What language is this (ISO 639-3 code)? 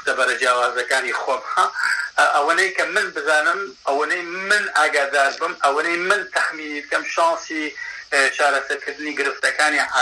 ckb